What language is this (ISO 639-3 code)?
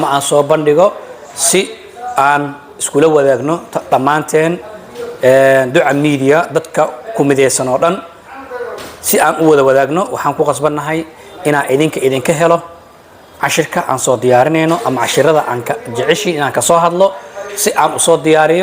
som